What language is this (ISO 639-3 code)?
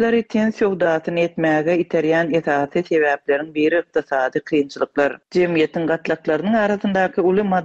tuk